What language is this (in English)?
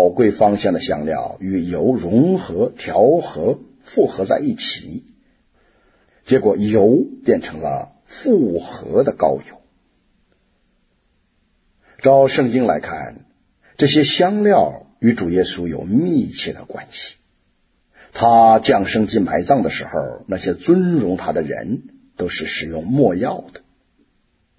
Chinese